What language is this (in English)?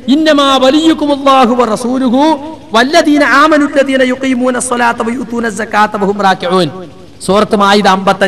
Malayalam